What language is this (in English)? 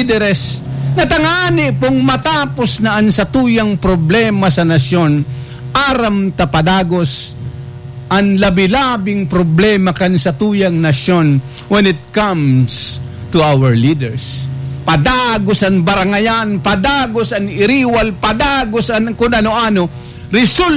Bikol